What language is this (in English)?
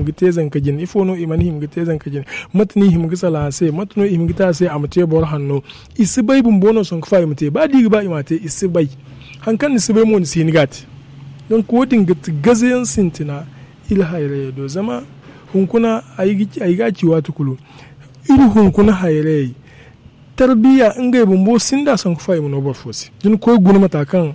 Zarma